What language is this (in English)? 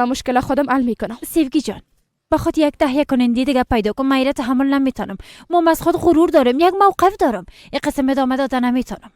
Persian